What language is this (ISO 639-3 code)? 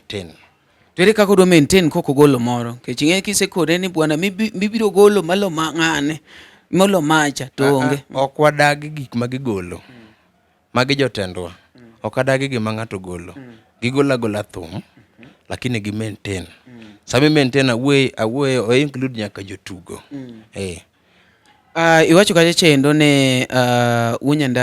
luo